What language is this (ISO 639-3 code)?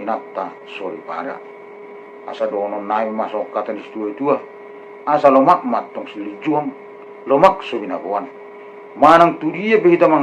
bbc